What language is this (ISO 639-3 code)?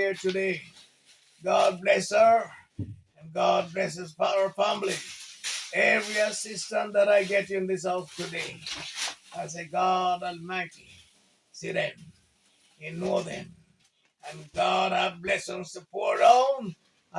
jam